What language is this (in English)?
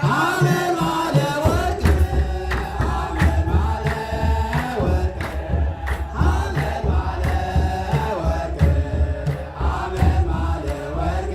Geez